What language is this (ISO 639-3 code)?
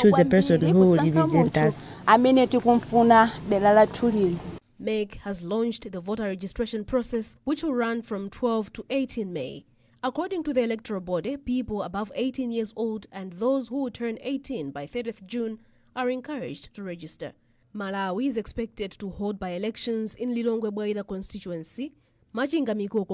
eng